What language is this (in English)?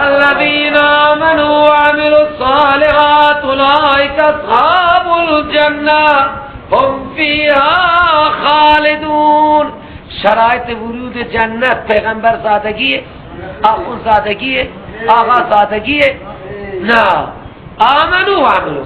Persian